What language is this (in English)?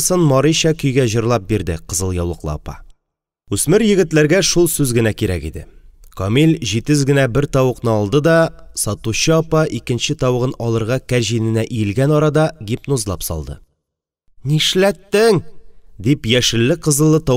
Tatar